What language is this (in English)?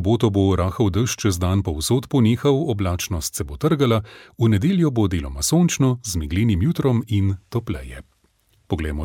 Slovenian